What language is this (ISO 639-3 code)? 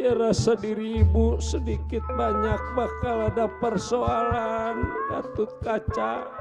bew